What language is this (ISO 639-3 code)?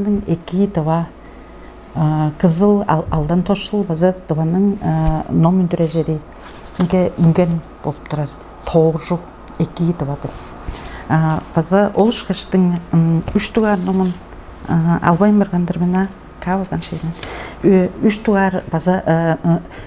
tyv